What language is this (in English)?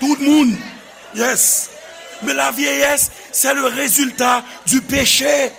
Haitian Creole